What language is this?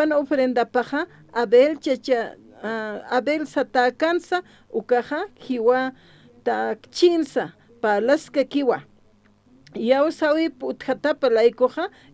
Aymara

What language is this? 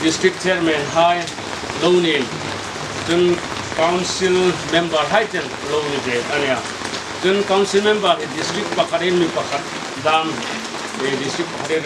Hmar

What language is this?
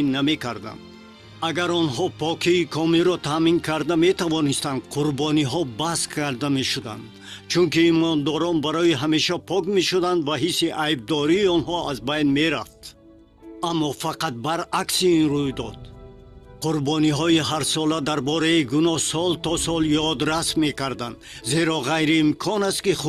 Tajik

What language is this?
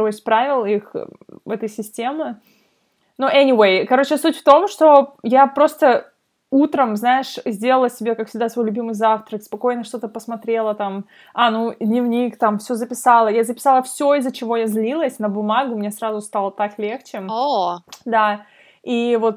Russian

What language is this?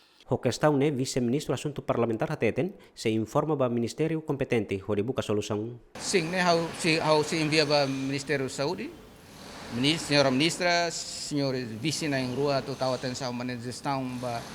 Tetum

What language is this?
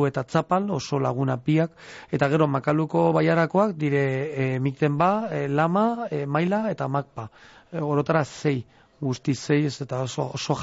Basque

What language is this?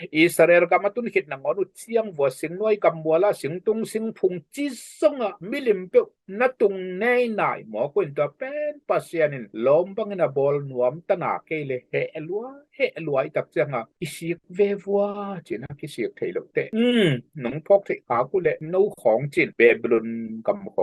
Tedim Chin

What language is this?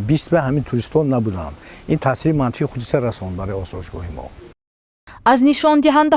Tajik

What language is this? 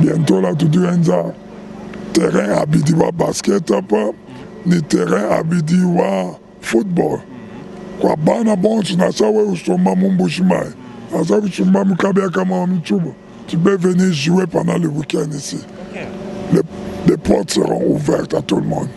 Luba-Lulua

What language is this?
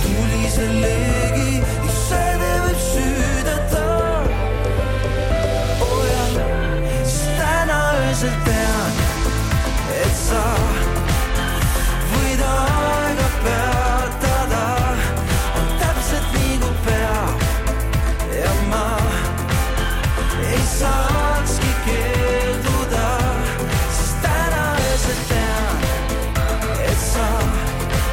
Estonian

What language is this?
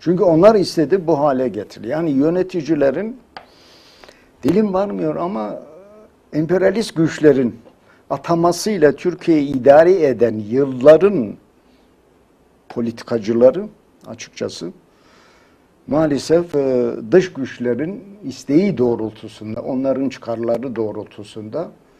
Turkish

